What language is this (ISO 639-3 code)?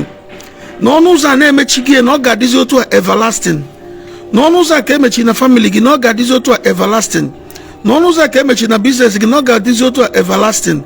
ibo